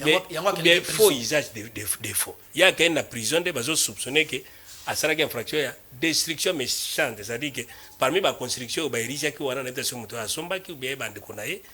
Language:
Lingala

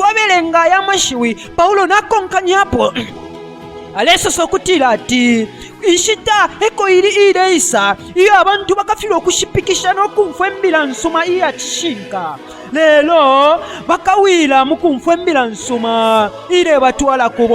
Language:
Bemba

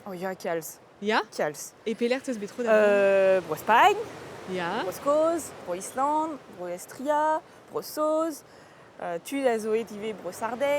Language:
Breton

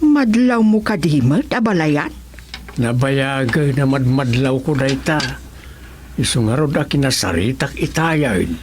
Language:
Iloko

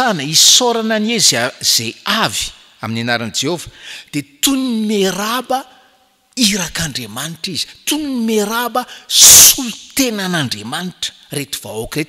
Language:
Malagasy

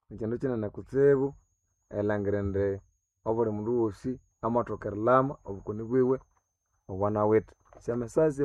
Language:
Nande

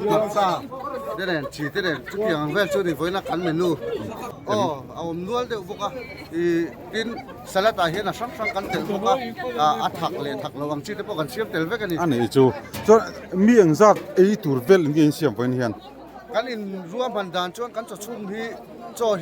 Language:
Mizo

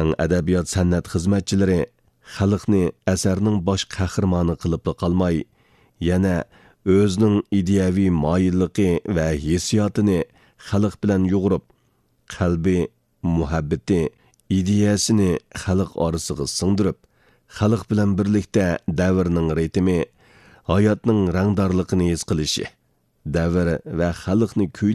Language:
Uyghur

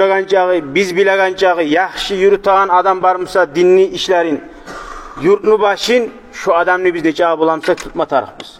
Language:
Kumyk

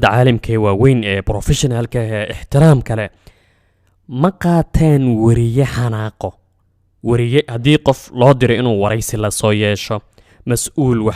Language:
Somali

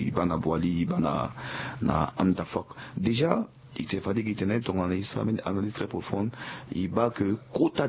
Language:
Sango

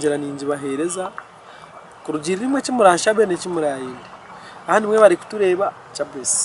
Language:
Nyankole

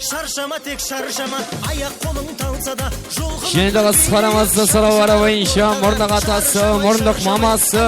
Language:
Kara-Kalpak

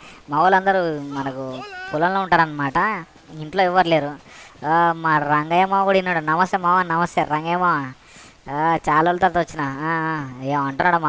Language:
Telugu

